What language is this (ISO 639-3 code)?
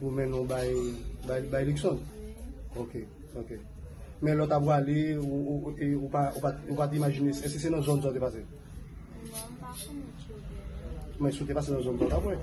hat